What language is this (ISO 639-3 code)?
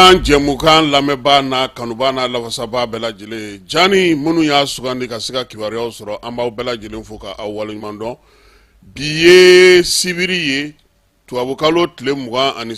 bam